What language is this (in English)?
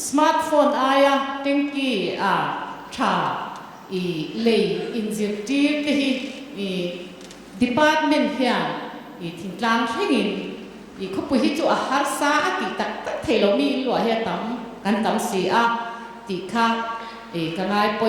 Mizo